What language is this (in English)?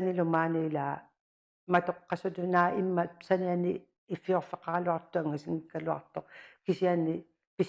Kalaallisut